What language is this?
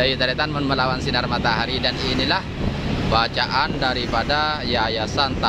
Madurese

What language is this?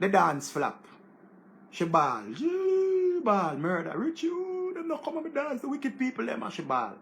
Jamaican Creole English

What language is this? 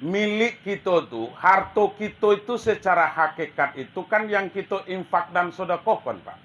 Minangkabau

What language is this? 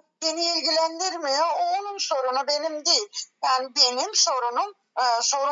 Turkish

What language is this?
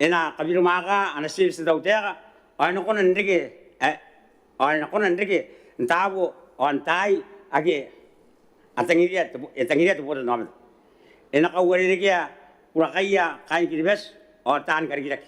Gilbertese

